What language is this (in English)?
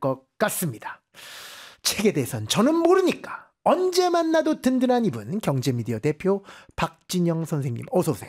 Korean